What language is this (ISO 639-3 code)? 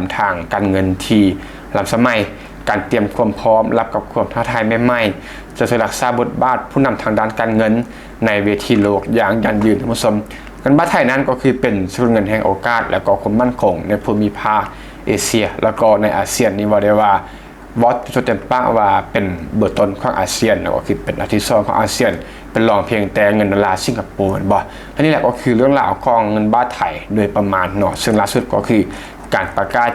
lao